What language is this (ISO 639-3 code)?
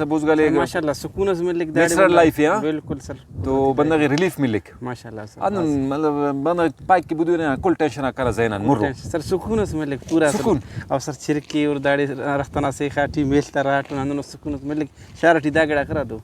brh